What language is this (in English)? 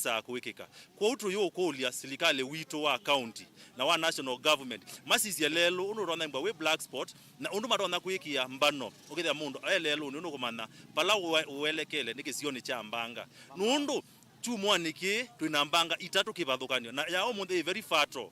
Kamba